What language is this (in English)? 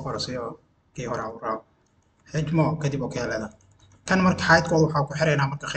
Somali